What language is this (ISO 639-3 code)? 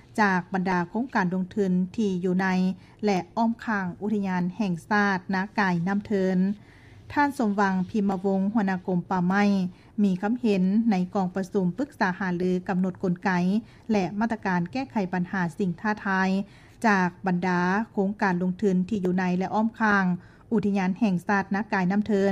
lao